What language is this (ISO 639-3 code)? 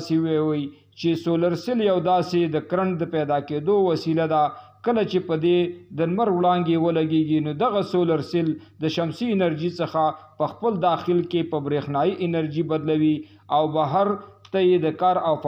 pus